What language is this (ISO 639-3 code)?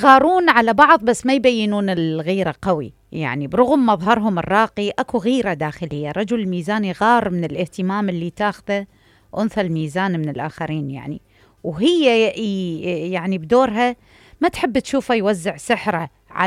acm